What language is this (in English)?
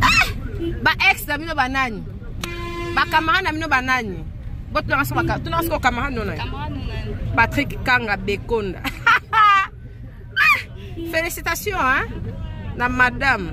Lingala